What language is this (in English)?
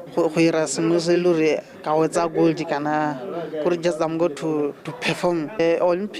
Tswana